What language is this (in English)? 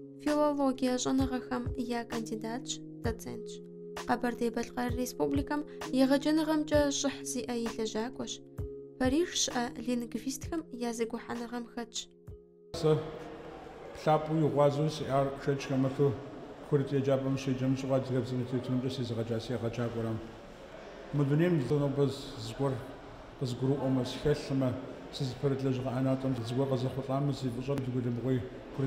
Kabardian